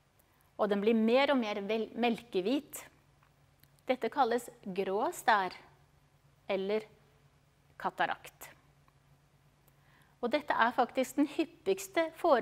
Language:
Norwegian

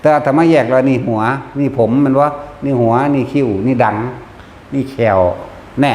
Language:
Northeastern Thai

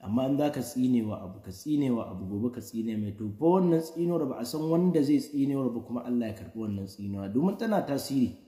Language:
Hausa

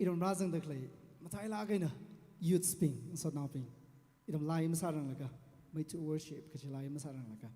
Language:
Tangkhul Naga (India)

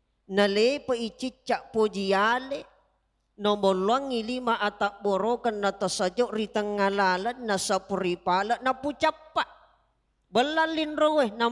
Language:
Buginese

